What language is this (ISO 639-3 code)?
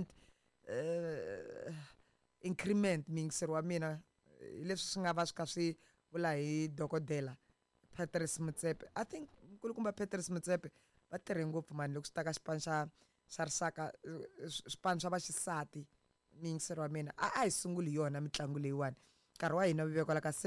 tso